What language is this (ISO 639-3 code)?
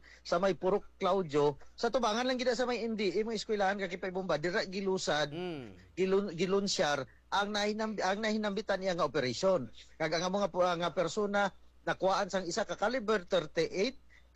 hil